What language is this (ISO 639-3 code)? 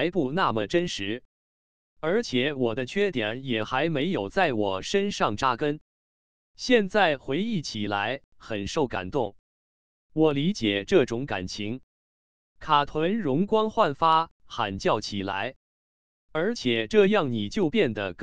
zho